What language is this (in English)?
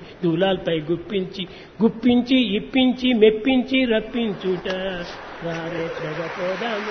Telugu